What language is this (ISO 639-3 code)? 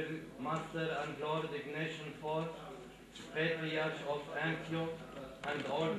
eng